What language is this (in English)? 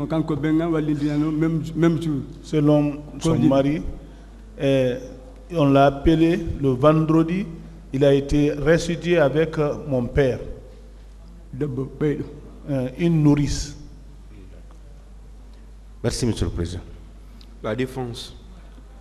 French